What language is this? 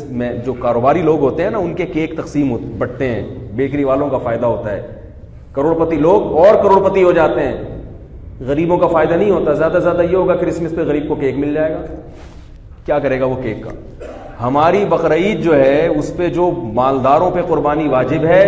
Urdu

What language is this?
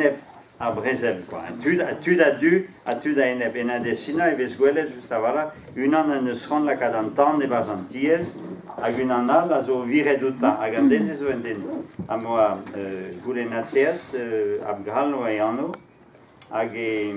Breton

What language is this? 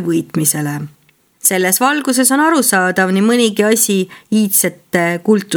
Estonian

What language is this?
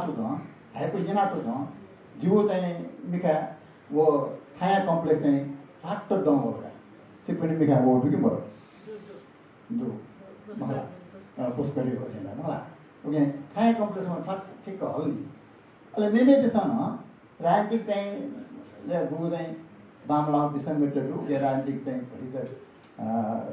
Newari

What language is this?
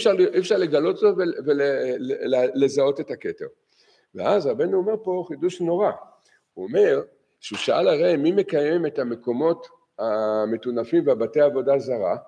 Hebrew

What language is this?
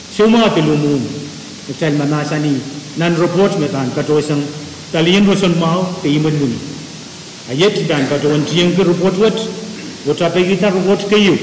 Pohnpeian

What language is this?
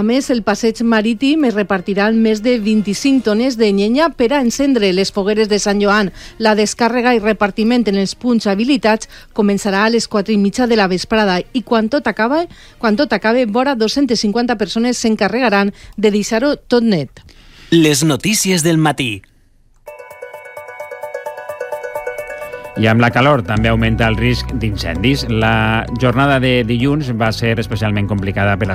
Catalan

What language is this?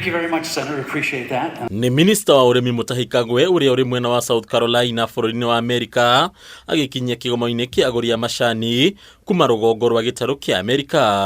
Kikuyu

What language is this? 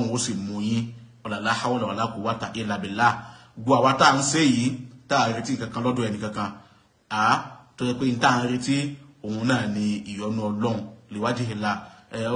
Yoruba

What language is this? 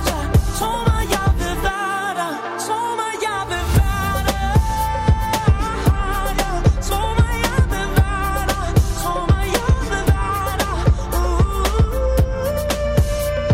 Danish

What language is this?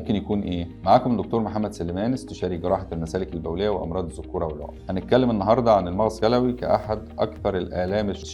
Egyptian Arabic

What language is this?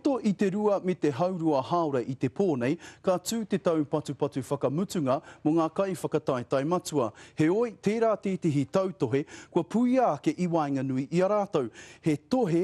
Māori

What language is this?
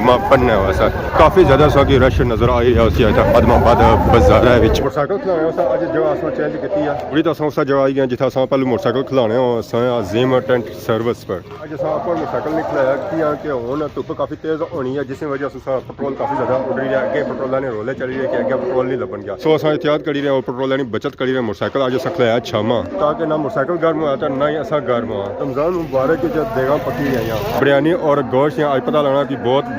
Pahari-Potwari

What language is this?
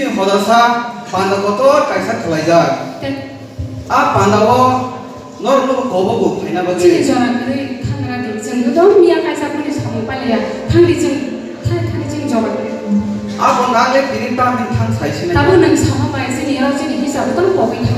Kok Borok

